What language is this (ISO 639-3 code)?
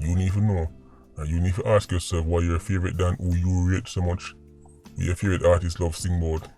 jam